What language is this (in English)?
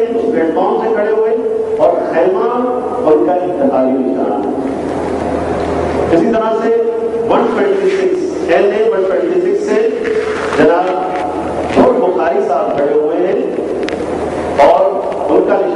Urdu